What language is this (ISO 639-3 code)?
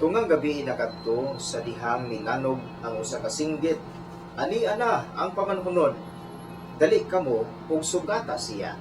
ceb